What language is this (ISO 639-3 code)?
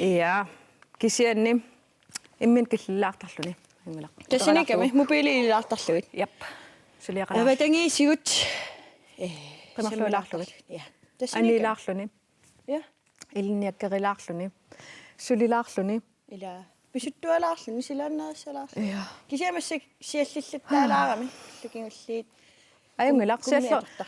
kal